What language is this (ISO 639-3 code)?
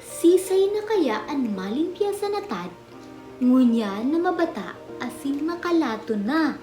bik